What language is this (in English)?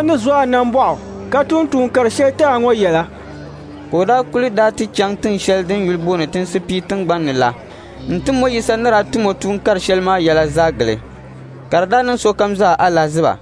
Dagbani